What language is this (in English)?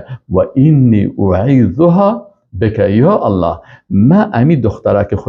Persian